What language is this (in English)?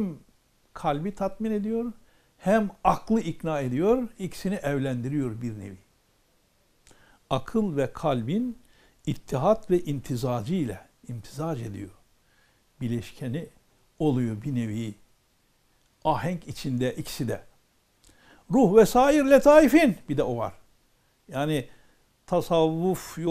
Turkish